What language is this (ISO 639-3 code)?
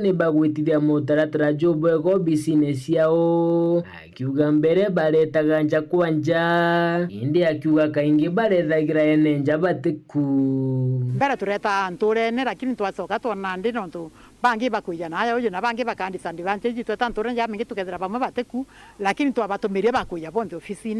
mer